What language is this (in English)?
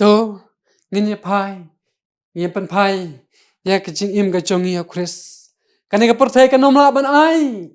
Khasi